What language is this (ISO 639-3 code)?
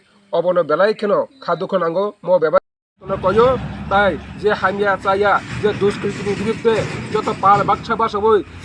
trp